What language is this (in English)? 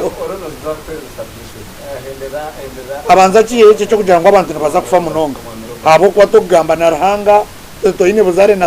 Nyankole